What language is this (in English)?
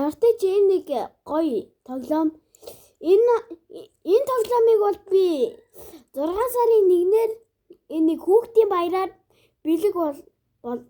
Mongolian